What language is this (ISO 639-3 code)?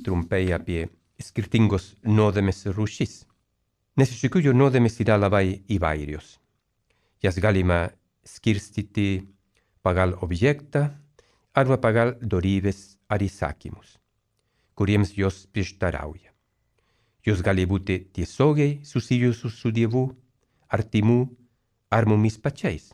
lit